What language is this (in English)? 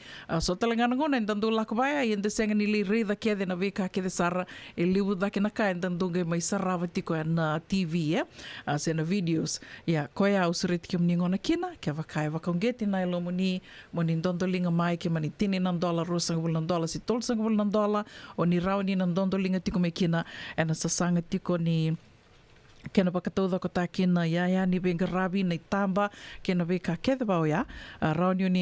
Fijian